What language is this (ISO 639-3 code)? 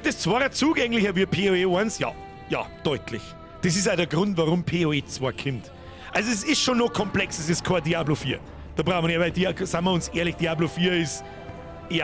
bar